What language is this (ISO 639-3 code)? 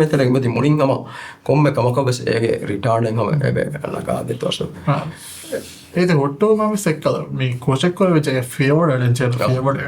div